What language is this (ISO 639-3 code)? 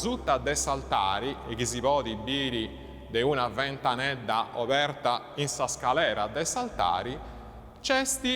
srd